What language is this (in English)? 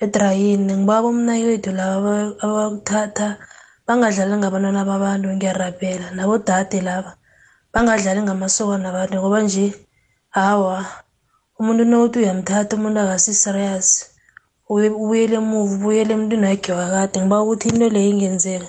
South Ndebele